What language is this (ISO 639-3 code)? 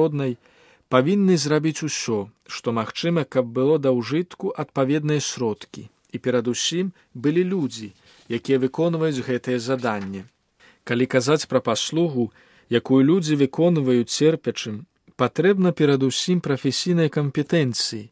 bel